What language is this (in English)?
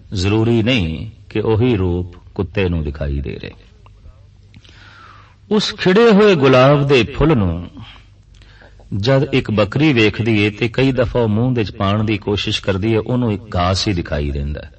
Punjabi